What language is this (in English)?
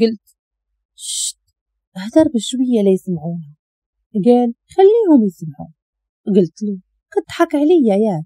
Moroccan Arabic